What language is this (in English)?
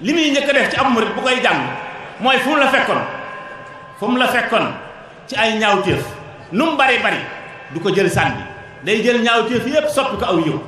Wolof